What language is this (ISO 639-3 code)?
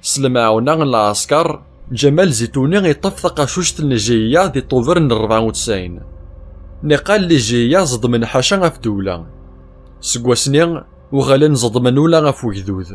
kab